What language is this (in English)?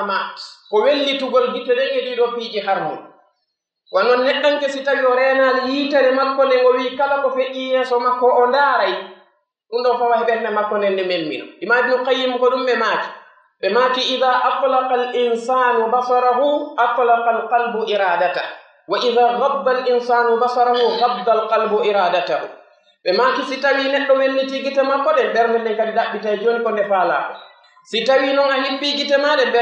Pular